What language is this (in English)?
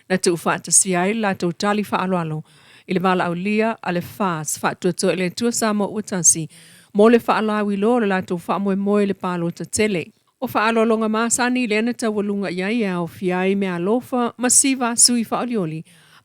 Samoan